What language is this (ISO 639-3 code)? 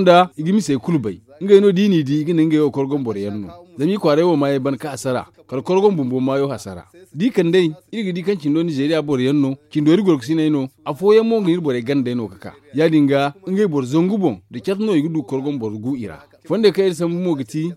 dje